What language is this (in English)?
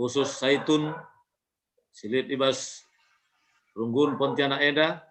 Batak Karo